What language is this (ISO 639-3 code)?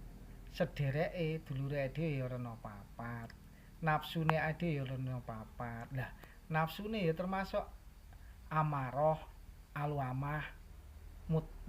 jav